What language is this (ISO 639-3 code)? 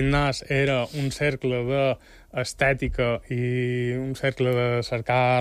cat